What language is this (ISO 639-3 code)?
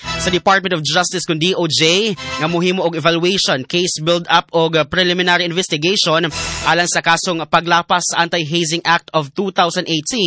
ceb